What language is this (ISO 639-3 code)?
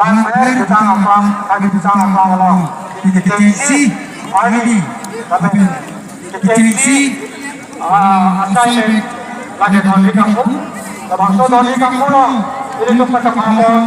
mjw